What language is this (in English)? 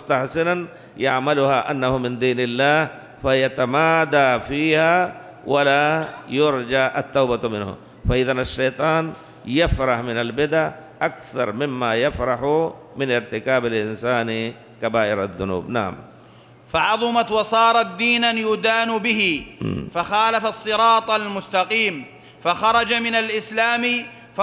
Arabic